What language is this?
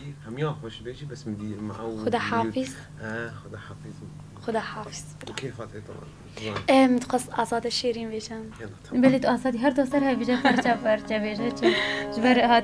Kurdish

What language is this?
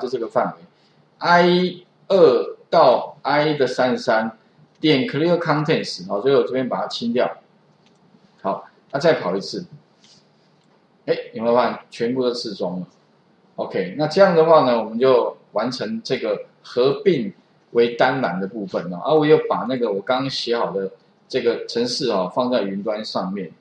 Chinese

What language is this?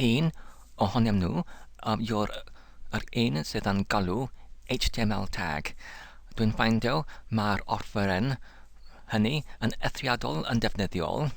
Welsh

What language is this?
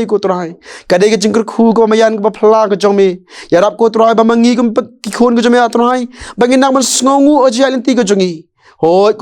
Khasi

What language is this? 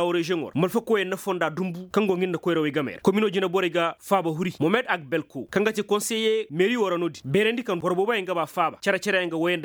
Koyraboro Senni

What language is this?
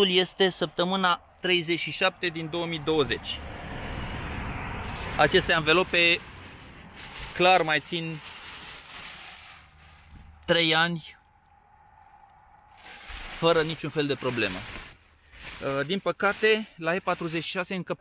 Romanian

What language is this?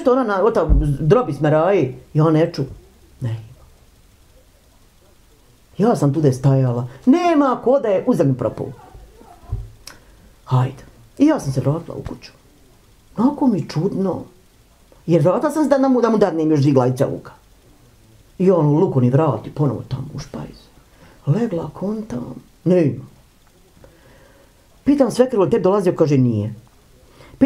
Bosnian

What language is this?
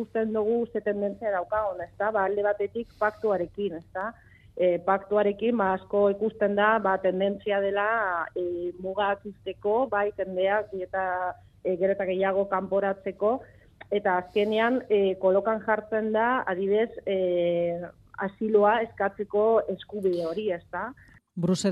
Basque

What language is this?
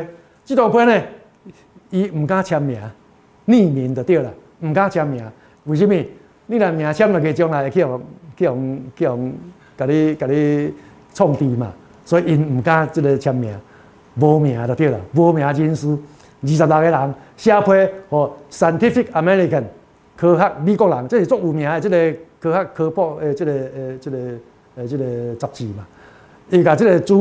Min Nan Chinese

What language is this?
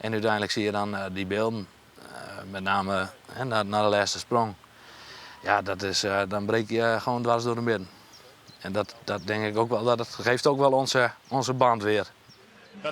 Western Frisian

